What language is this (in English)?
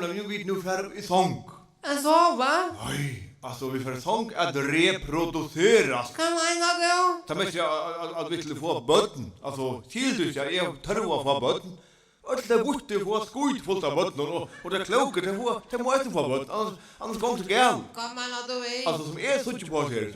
Faroese